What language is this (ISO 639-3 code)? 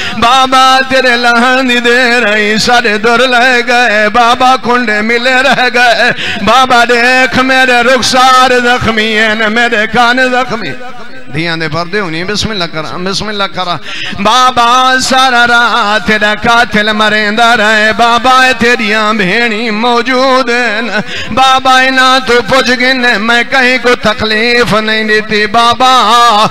skr